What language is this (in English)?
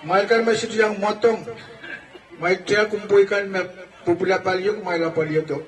Pohnpeian